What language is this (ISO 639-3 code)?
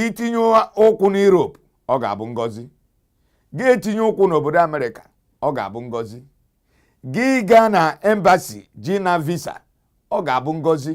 ibo